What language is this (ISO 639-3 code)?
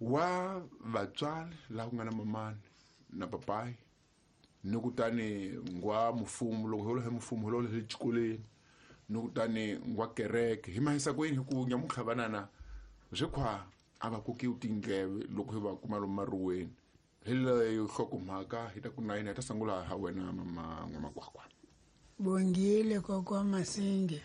tso